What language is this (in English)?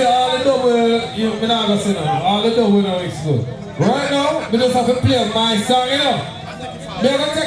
Jamaican Creole English